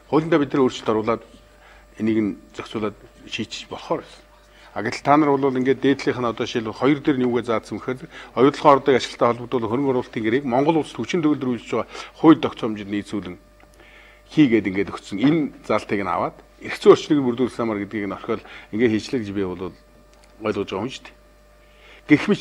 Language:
Mongolian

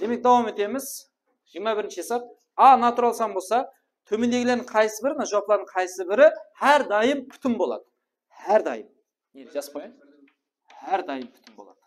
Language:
Kara-Kalpak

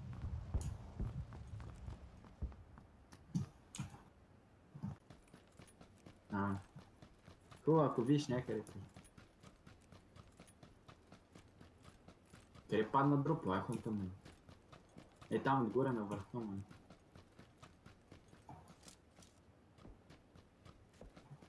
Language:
Bulgarian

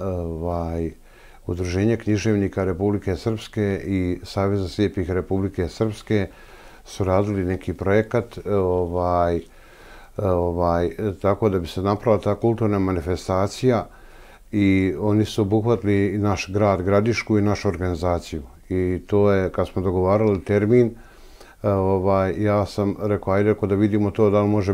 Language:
Serbian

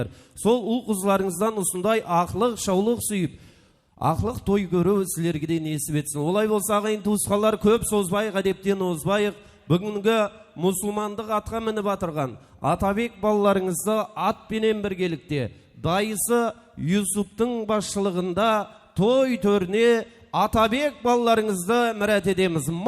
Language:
Kara-Kalpak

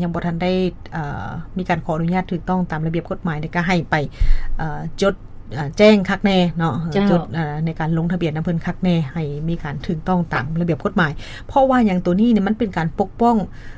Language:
Lao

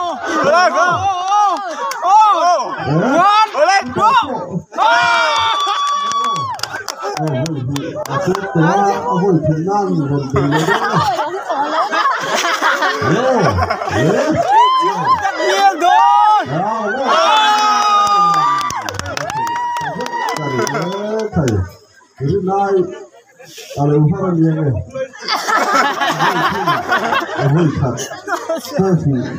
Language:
Vietnamese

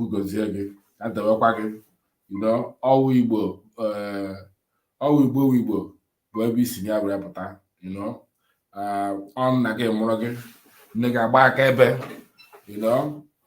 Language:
Igbo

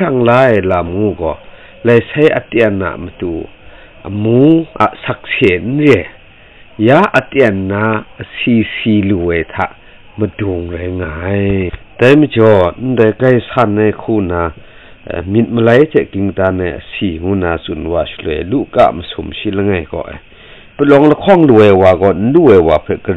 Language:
Kachin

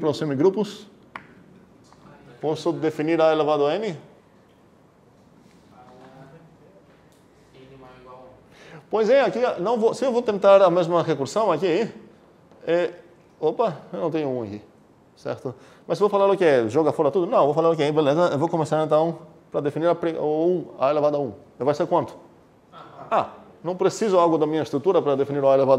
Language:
Portuguese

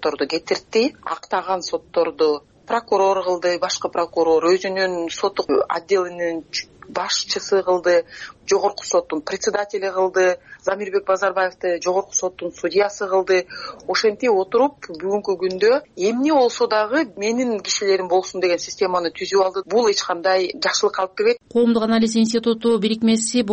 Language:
Kyrgyz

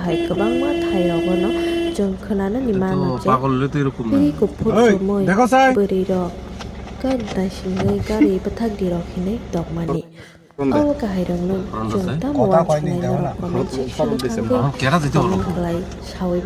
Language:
Kok Borok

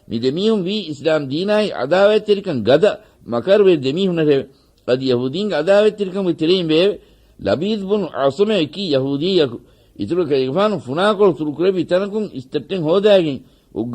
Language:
Divehi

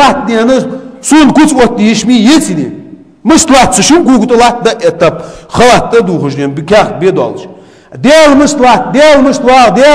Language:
Ingush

